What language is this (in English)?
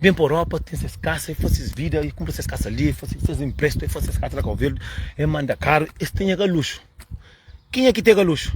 Kabuverdianu